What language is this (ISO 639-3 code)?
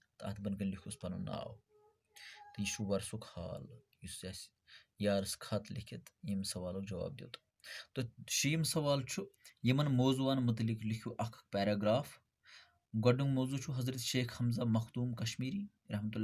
kas